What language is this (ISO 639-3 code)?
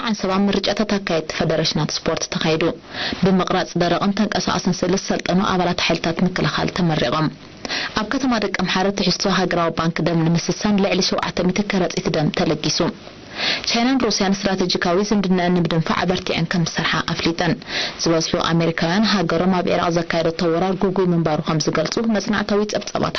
tir